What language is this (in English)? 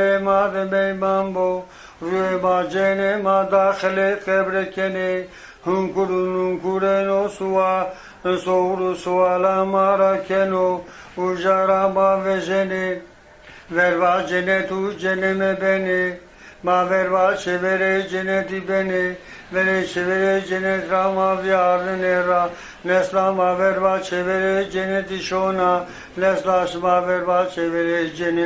Zaza